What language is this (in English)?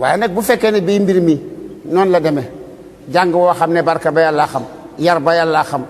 Wolof